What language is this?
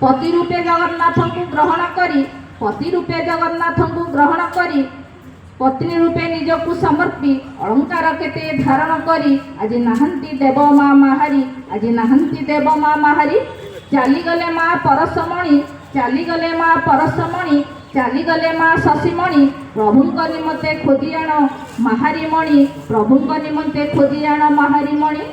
Odia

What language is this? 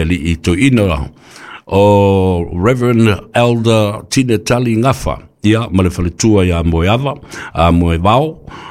Samoan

